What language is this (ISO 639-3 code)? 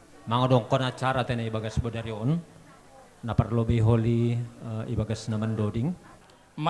bts